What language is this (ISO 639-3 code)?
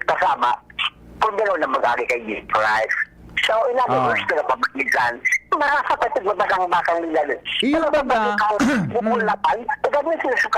bik